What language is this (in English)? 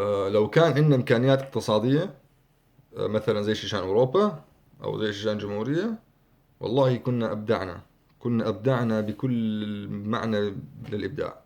North Levantine Arabic